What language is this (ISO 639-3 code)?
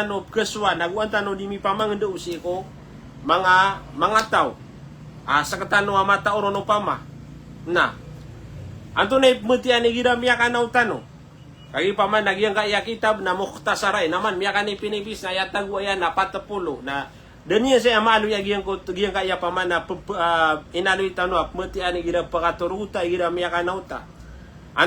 mrw